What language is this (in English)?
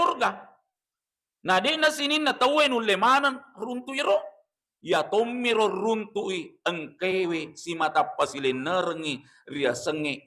Buginese